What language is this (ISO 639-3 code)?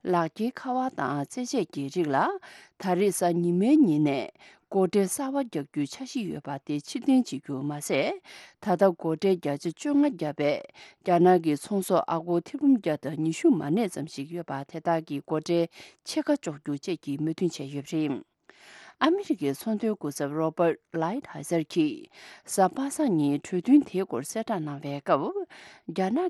bod